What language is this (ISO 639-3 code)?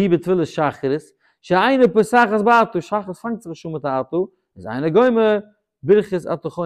yid